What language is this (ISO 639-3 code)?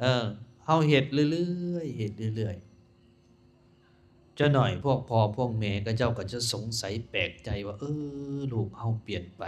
lao